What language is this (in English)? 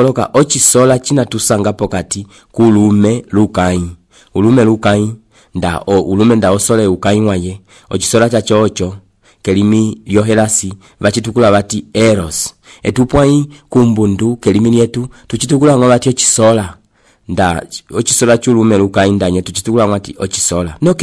Umbundu